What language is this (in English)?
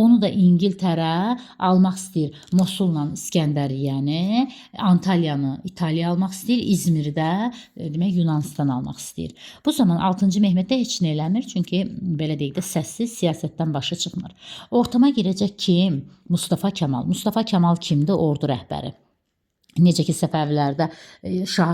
Azerbaijani